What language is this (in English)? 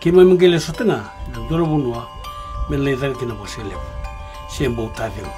Fijian